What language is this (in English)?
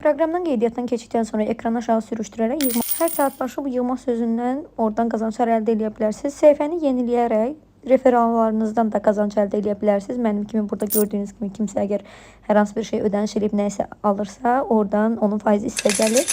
Azerbaijani